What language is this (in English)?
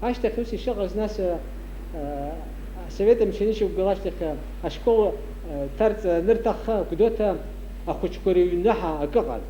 Abkhazian